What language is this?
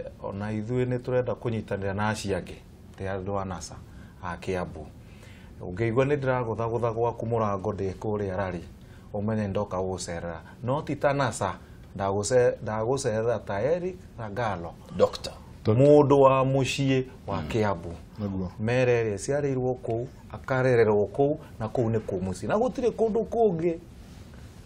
Kikuyu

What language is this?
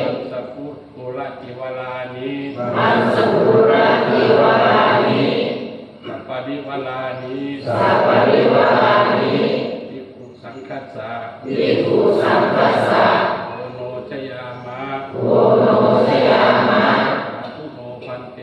Northeastern Thai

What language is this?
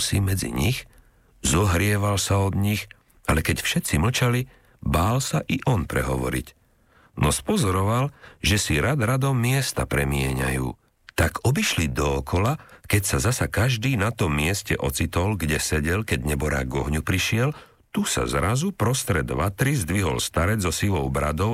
Slovak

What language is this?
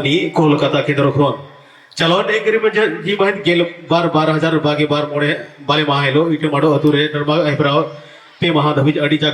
Santali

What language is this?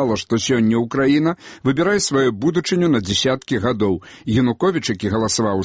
Belarusian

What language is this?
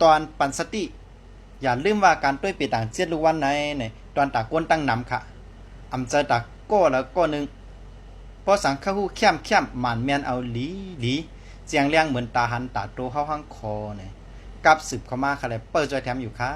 Shan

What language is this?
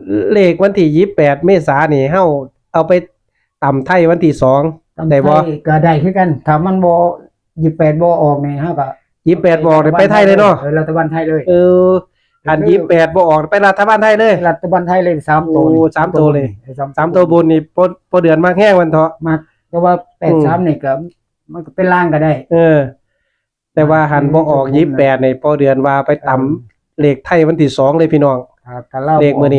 Northeastern Thai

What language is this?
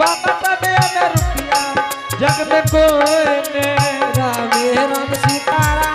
Angika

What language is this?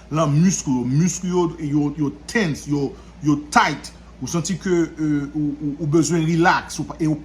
Haitian Creole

